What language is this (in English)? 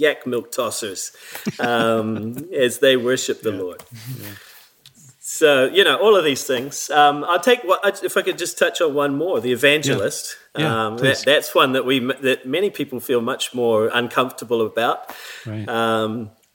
English